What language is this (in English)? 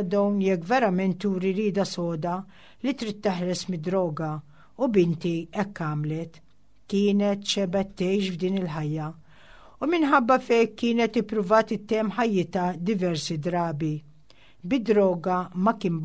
Maltese